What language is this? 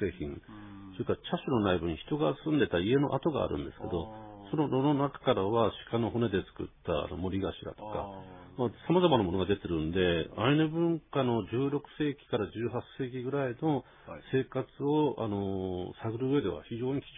Japanese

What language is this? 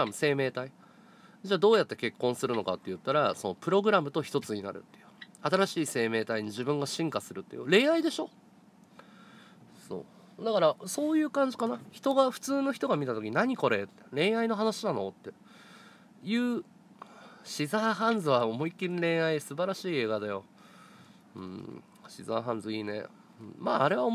Japanese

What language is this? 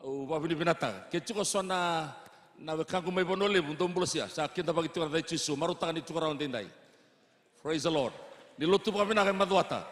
Fijian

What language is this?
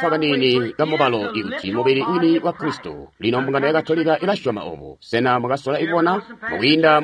Tonga (Zambia)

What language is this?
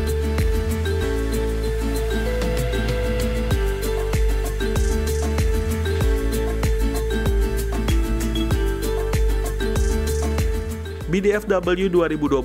Indonesian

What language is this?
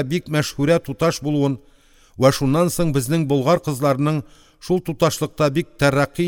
Tatar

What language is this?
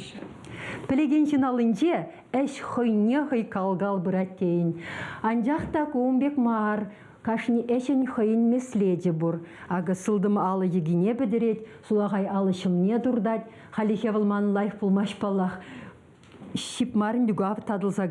Chuvash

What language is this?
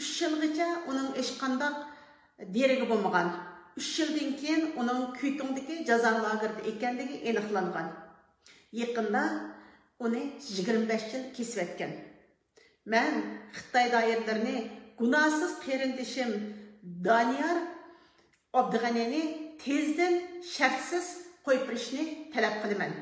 Uyghur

